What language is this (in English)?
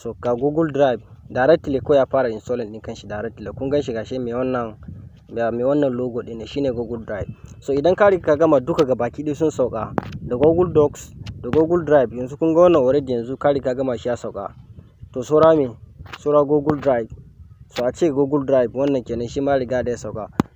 Hausa